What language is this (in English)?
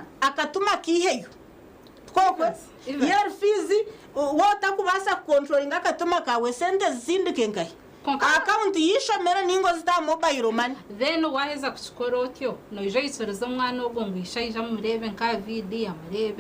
Nyankole